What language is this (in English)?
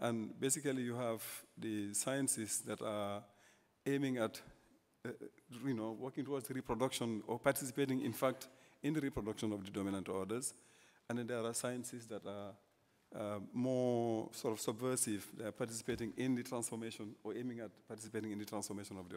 English